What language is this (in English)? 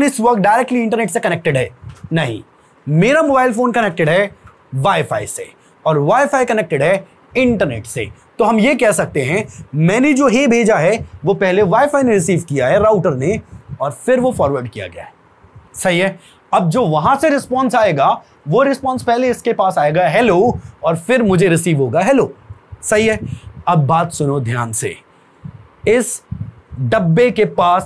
Hindi